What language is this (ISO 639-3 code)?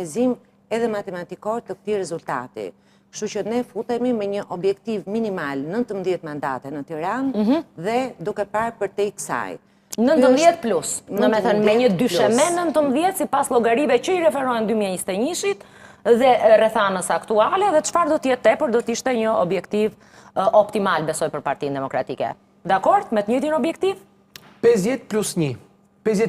sqi